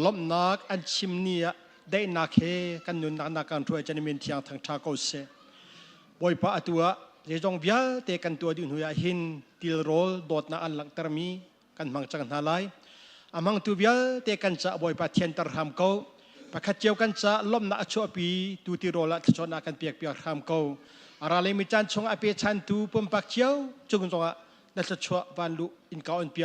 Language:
Hakha Chin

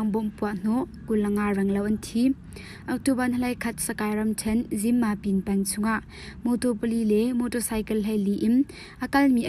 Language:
Hakha Chin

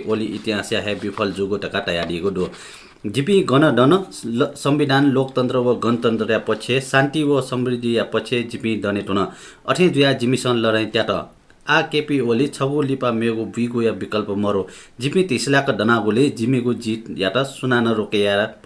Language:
Newari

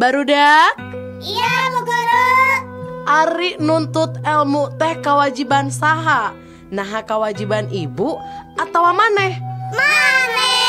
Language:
Sundanese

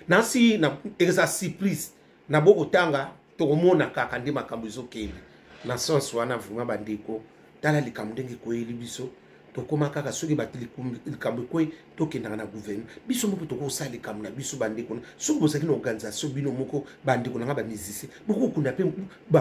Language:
Lingala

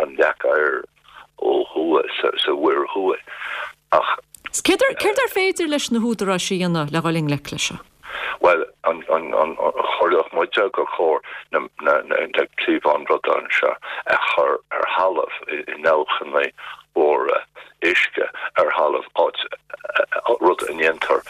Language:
Irish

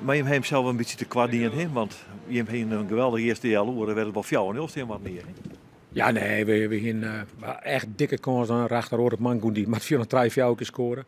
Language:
Western Frisian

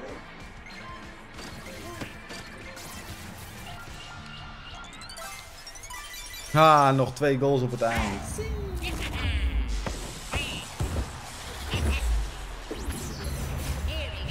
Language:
Dutch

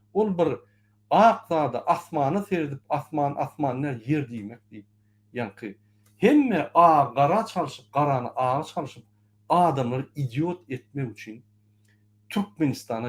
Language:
Turkmen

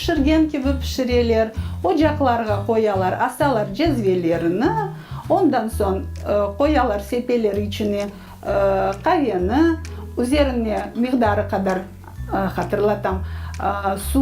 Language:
Crimean Tatar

